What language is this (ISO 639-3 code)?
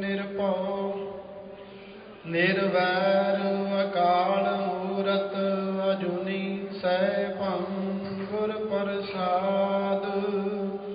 pan